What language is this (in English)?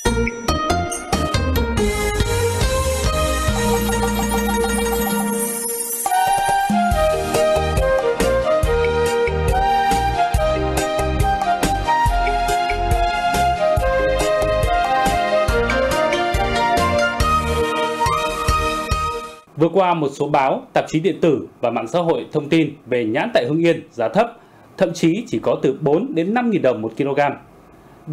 Vietnamese